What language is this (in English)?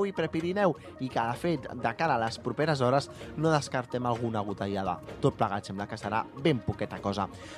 Catalan